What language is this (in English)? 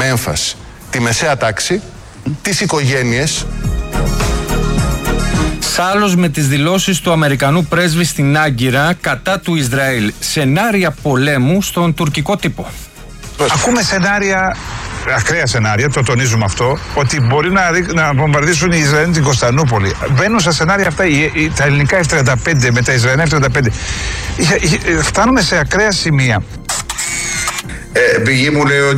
Greek